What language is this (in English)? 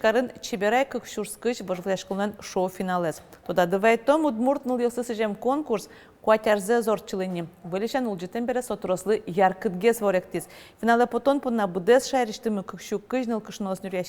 Udmurt